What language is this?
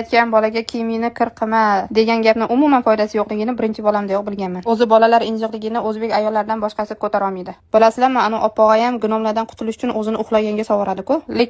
Uzbek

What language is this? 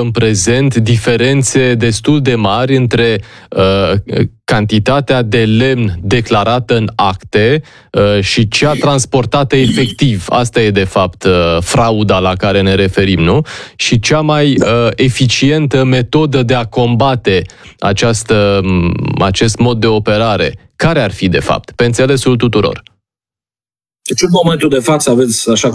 Romanian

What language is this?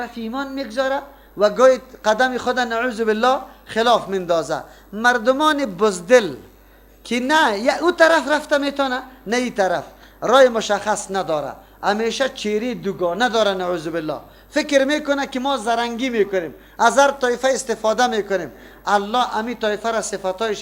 Persian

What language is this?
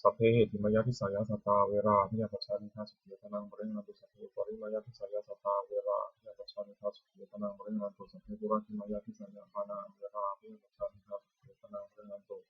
Pali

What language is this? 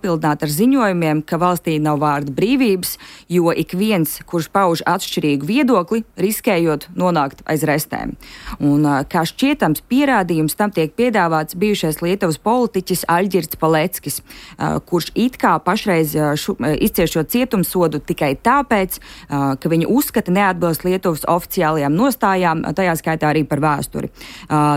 Latvian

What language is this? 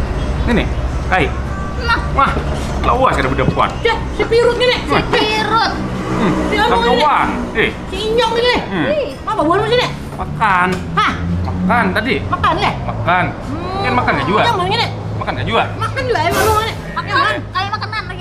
Banjar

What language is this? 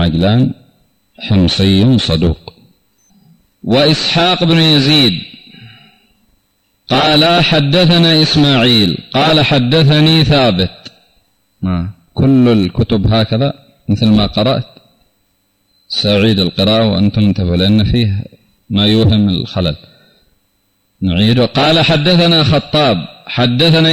Arabic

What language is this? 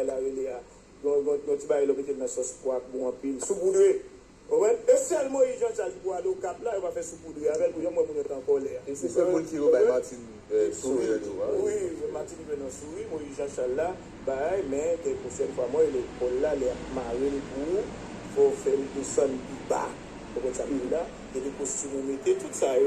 Haitian Creole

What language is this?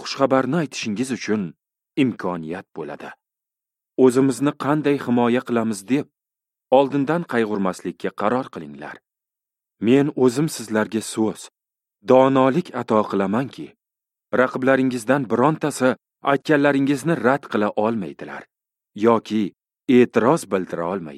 Uzbek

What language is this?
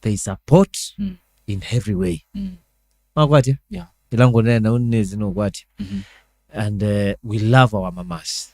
Kamba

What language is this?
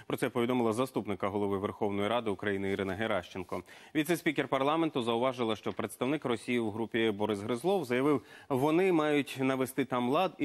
Ukrainian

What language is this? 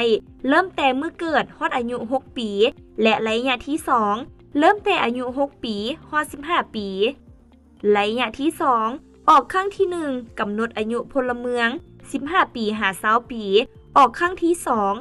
Lao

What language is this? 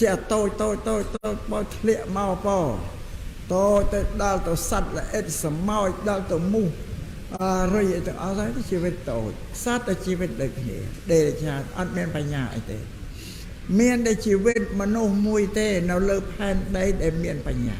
Khmer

